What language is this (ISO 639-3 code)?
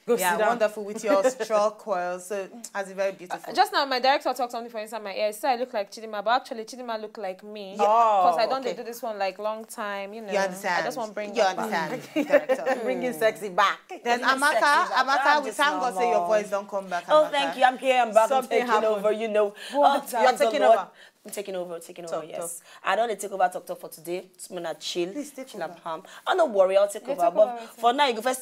pcm